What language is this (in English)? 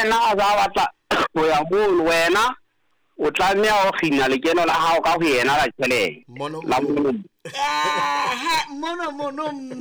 Southern Sotho